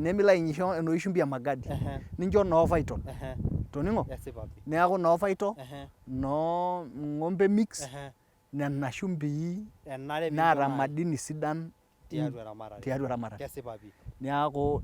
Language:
Masai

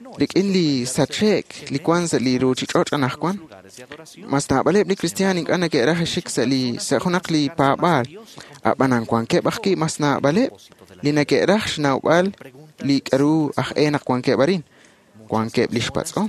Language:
Kekchí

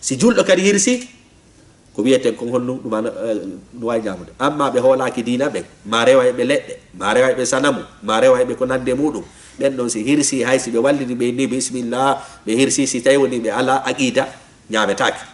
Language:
Fula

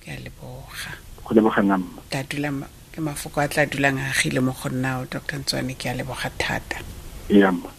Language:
Tswana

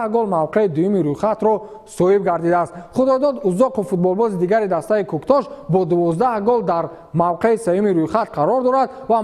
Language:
Tajik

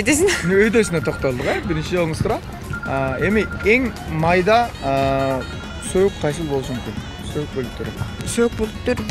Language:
Kyrgyz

